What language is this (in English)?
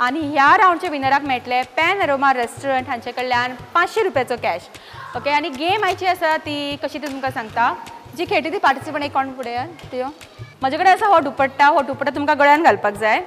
Konkani